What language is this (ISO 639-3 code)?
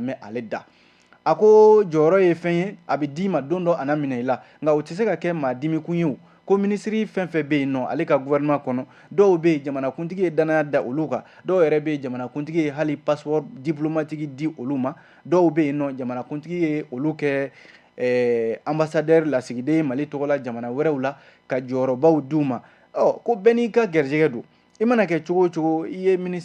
bam